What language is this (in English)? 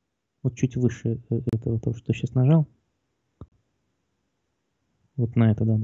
Russian